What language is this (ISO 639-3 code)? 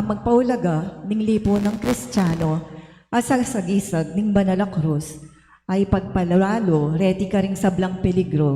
pam